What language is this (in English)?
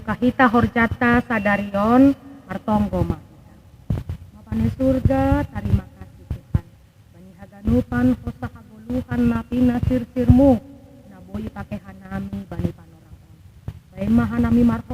Batak Simalungun